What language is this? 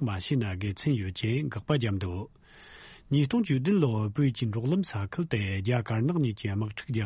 Tibetan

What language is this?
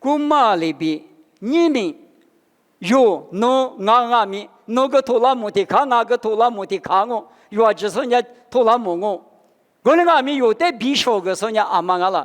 Lisu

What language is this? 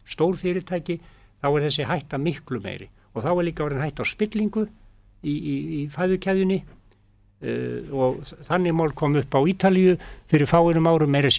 Icelandic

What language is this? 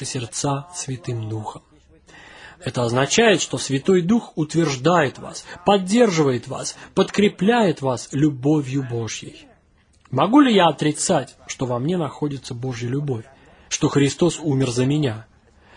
Russian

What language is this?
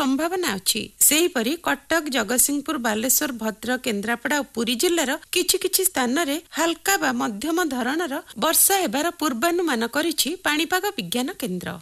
Odia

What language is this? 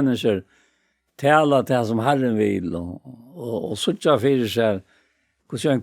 Faroese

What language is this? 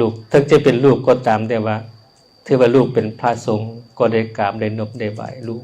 Lao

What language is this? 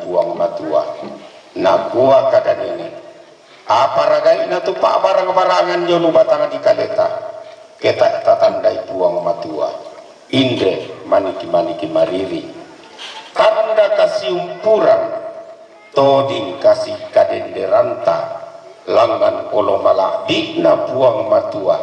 Toraja-Sa'dan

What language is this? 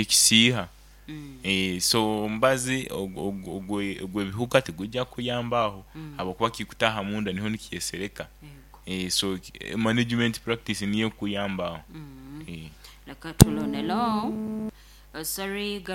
Nyoro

